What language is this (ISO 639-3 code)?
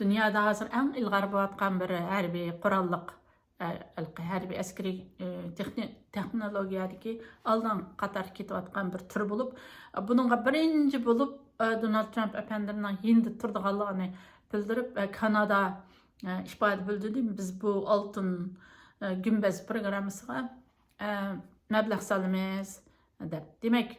uig